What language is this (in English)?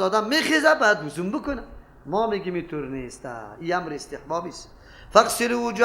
Persian